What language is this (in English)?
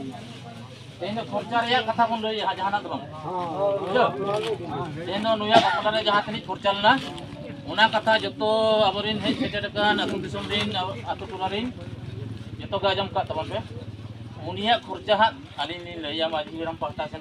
Santali